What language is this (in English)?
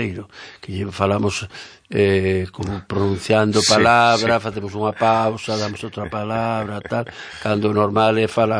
Galician